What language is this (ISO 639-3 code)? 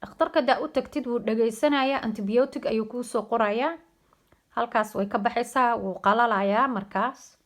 som